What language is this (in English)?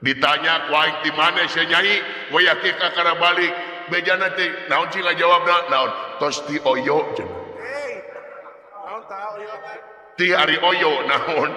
Sundanese